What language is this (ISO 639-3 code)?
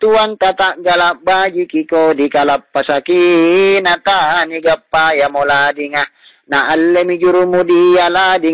mak